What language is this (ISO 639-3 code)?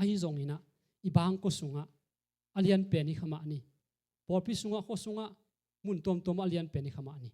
ctd